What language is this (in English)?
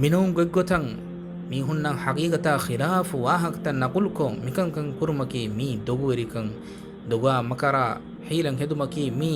Divehi